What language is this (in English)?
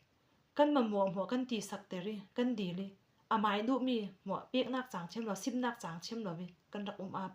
Falam Chin